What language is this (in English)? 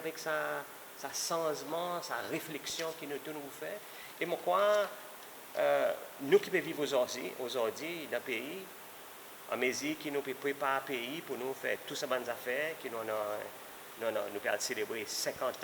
Seselwa Creole French